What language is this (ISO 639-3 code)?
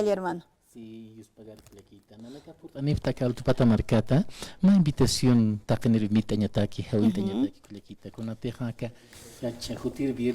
aym